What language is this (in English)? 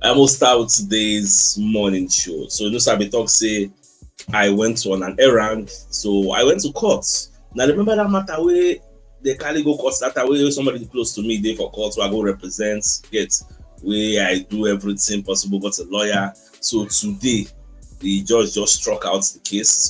Nigerian Pidgin